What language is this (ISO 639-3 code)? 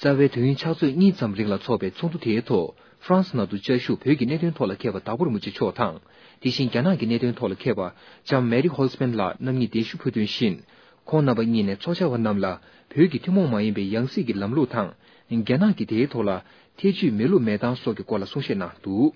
bod